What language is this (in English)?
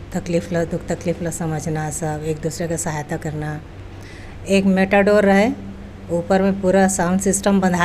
Chhattisgarhi